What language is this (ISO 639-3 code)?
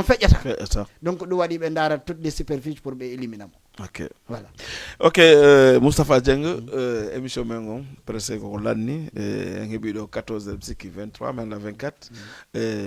ful